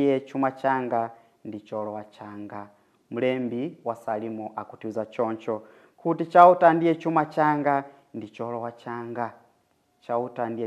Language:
Nyanja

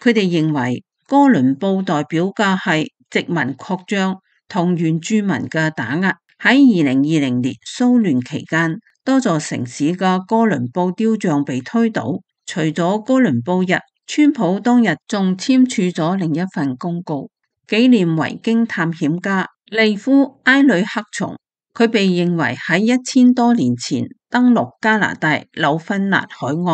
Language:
Cantonese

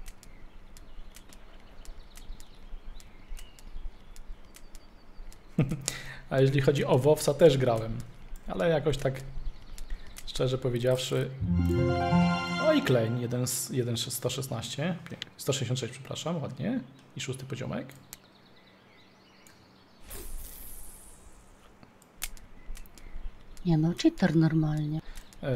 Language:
Polish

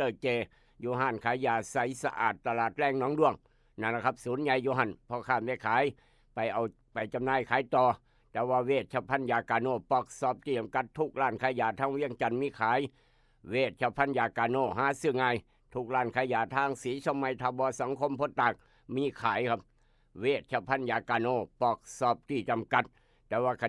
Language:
Northeastern Thai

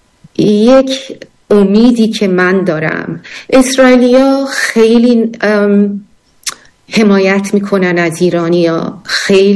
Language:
Persian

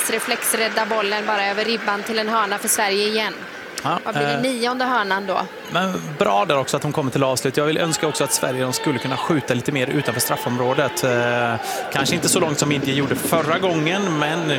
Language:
Swedish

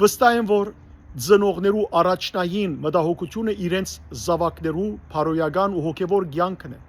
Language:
Western Armenian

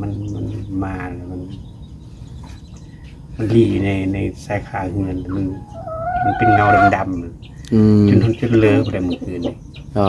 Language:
Northeastern Thai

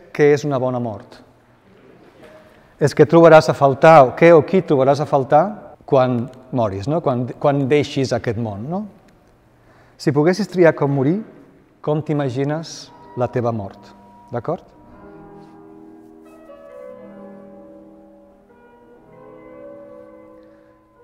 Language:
Catalan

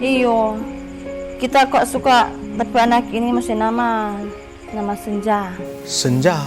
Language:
Manado Malay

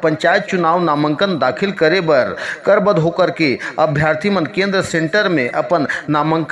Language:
Chhattisgarhi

